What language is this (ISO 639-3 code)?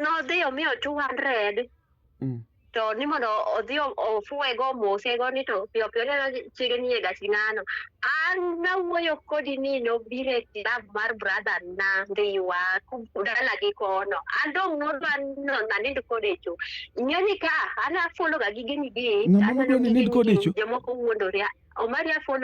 luo